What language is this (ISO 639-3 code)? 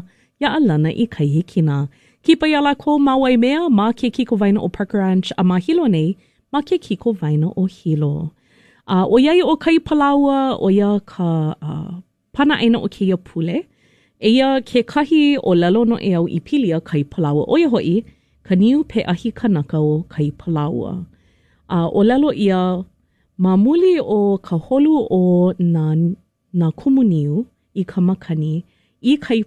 haw